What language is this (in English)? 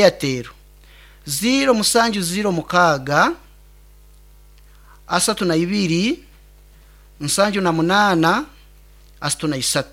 Nyoro